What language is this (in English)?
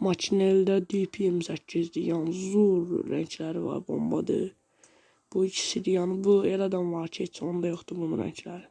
Azerbaijani